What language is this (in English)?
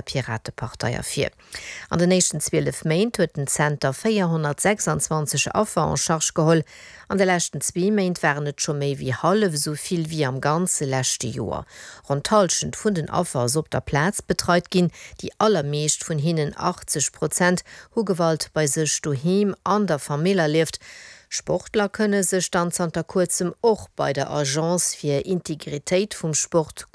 Luxembourgish